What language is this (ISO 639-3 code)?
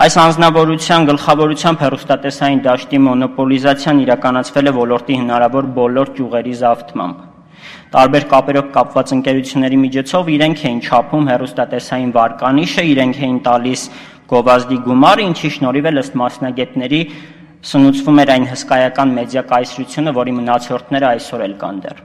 hye